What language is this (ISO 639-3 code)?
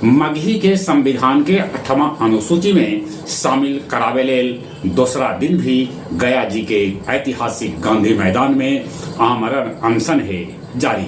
mag